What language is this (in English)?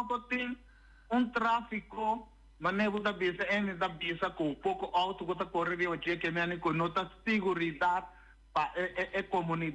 Papiamento